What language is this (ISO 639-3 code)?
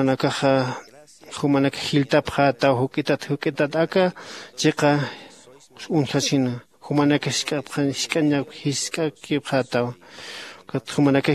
aym